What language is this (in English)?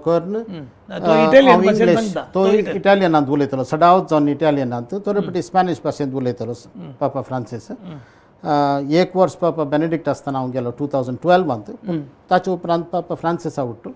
Konkani